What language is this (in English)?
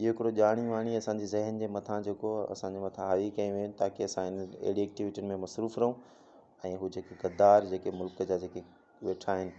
Sindhi